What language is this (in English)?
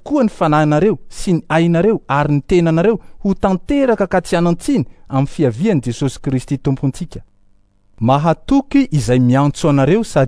Malagasy